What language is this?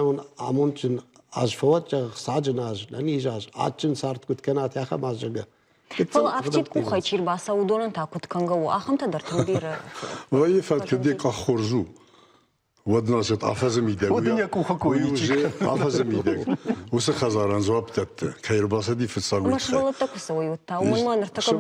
Ossetic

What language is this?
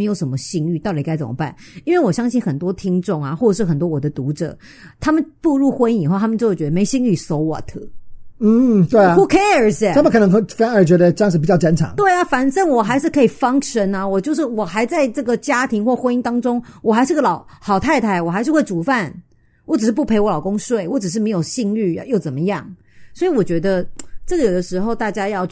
Chinese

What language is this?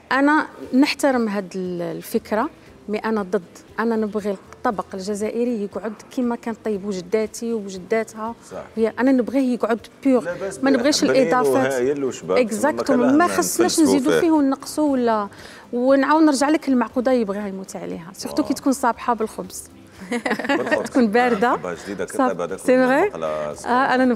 Algerian Arabic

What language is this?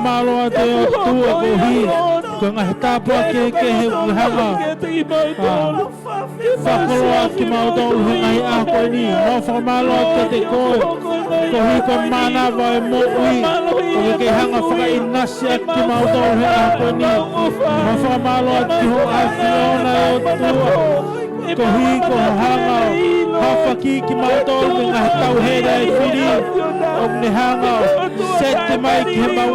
Tongan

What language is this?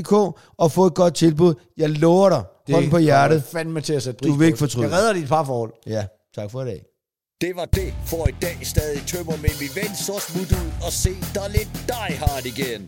Danish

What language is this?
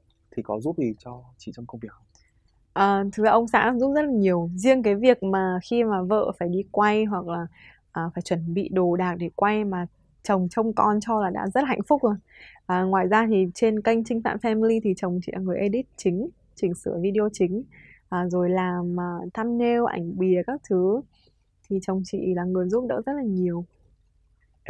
Vietnamese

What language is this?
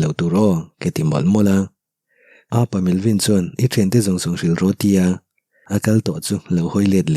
Mizo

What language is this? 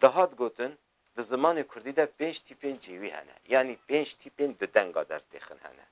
Kurdish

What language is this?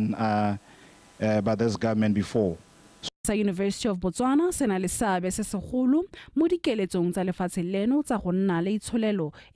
Tswana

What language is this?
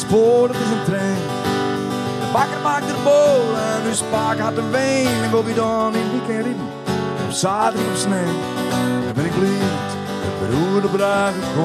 Western Frisian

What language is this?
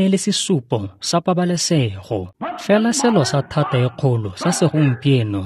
Tswana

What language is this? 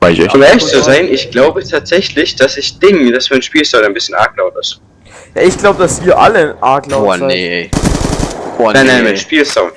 Bavarian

